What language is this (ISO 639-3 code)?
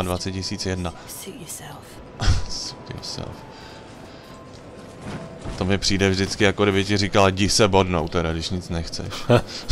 ces